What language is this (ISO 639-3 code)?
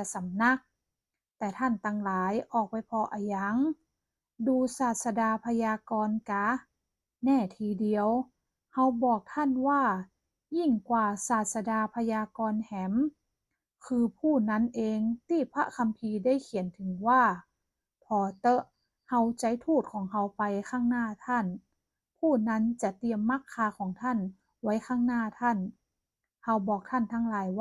nod